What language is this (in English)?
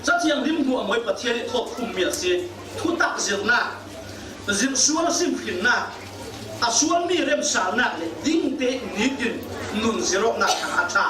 Falam Chin